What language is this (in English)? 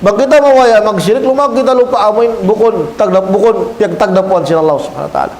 Tausug